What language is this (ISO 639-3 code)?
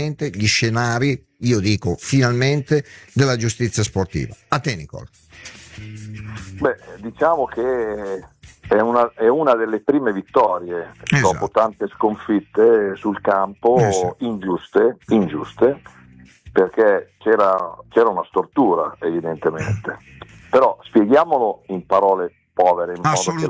ita